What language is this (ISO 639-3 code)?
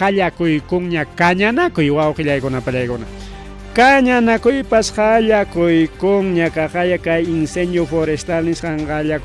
quy